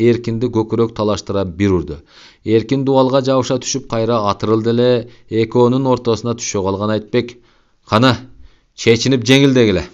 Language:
Kyrgyz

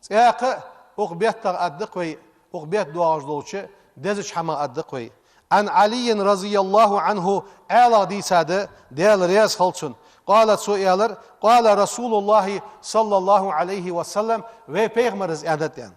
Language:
Ingush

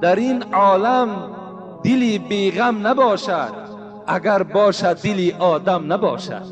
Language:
Tajik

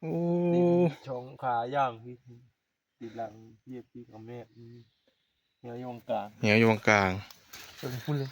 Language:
Northeastern Thai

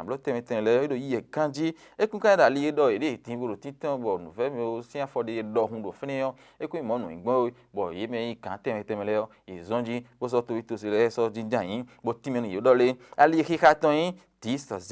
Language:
Fon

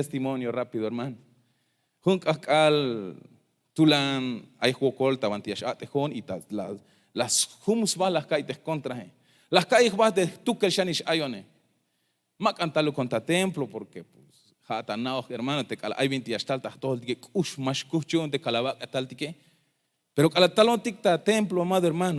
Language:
Tzeltal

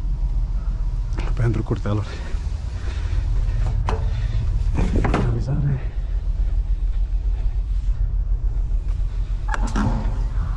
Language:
Romanian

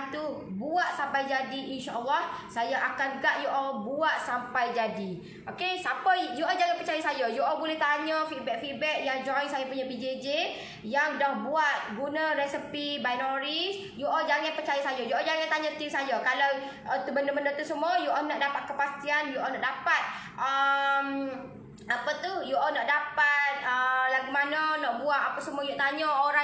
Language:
Malay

